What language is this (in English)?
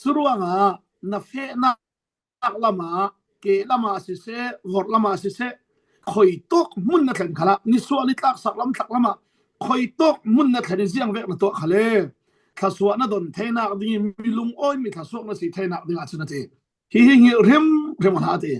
Falam Chin